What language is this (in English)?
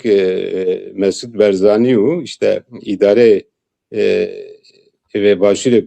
Zaza